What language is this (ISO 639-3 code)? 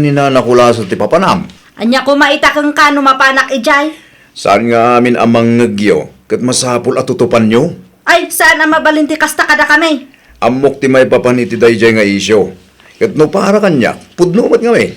ilo